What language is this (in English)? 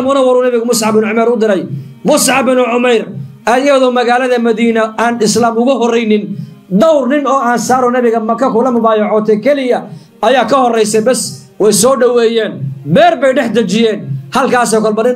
Somali